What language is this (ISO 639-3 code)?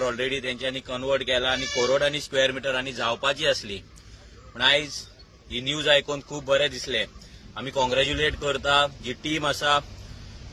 kok